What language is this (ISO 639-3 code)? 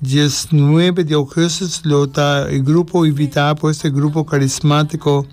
pap